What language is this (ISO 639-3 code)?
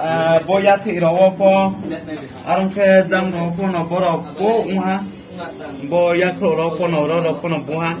ria